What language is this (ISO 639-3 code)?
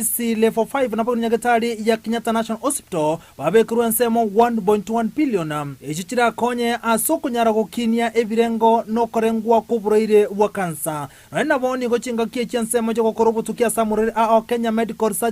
guz